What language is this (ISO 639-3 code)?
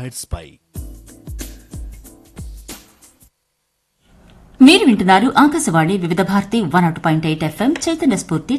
tel